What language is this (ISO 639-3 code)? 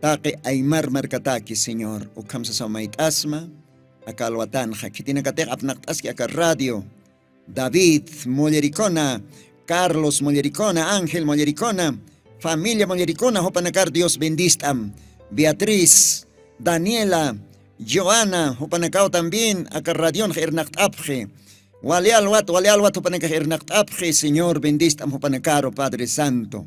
aym